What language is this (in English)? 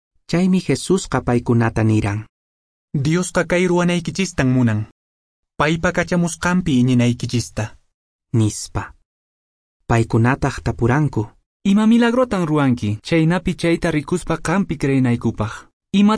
Quechua